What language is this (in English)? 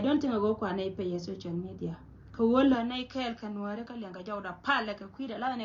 Nuer